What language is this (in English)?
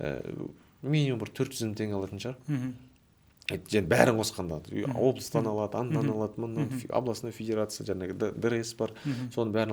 Kazakh